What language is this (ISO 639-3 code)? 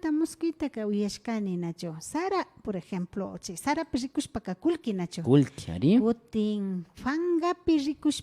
qvi